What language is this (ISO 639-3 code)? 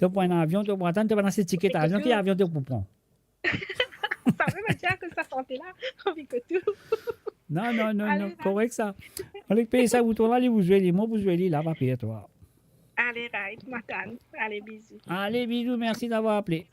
mfe